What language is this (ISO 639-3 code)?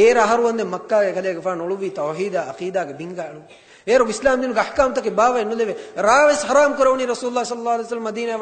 div